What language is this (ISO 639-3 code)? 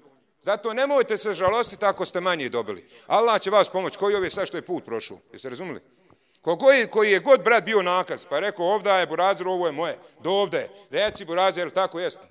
bos